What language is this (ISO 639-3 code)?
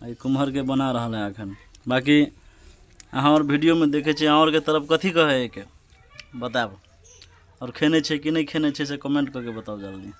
mai